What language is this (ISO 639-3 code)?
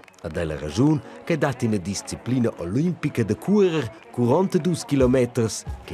roh